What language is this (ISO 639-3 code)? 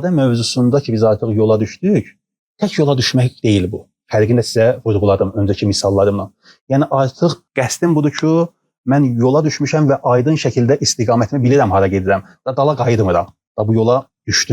aze